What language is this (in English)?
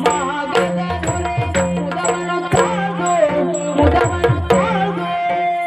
Kannada